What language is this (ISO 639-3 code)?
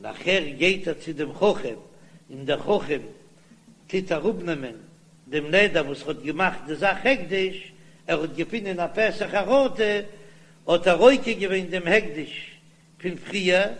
yid